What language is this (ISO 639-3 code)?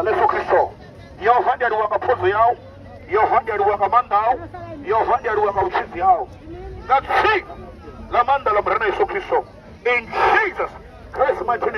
ven